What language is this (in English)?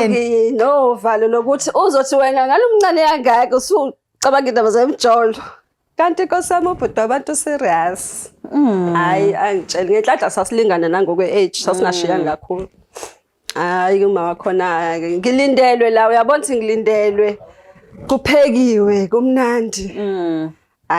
Zulu